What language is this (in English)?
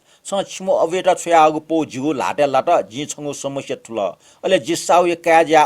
Newari